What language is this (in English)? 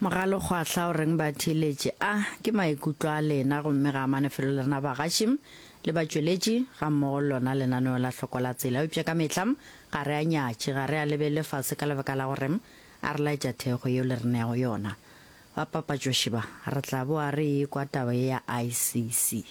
Northern Sotho